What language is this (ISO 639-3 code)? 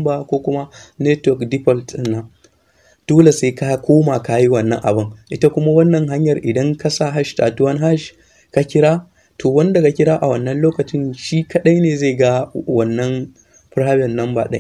hau